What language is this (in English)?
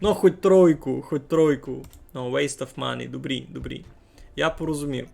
Rusyn